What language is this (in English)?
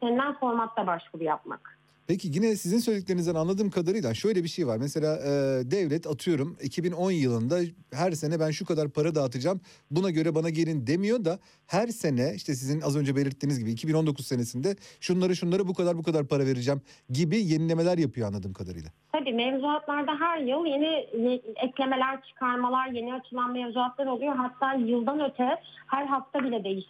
Turkish